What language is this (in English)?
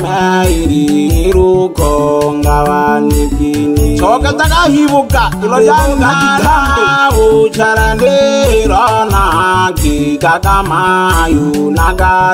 Swahili